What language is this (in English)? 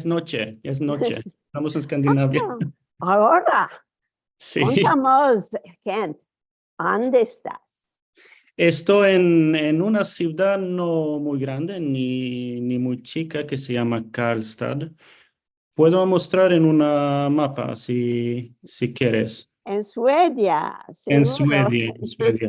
Ladino